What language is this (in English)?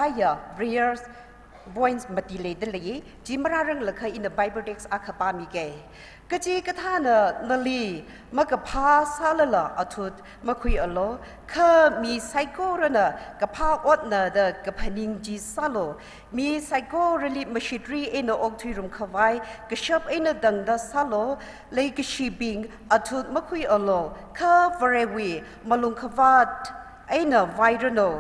Tangkhul Naga (India)